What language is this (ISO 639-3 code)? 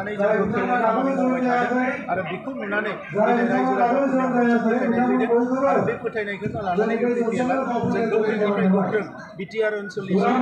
brx